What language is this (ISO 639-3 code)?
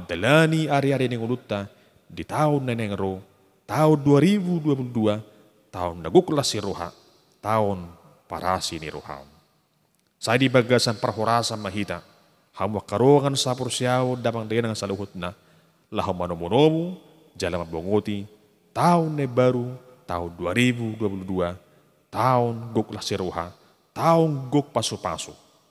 bbc